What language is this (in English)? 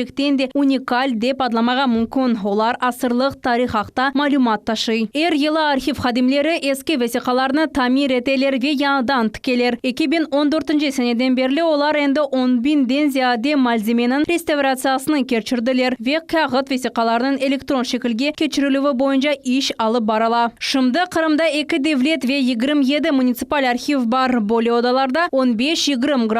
Crimean Tatar